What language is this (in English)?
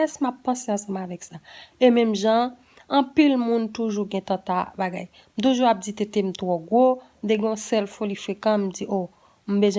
Haitian Creole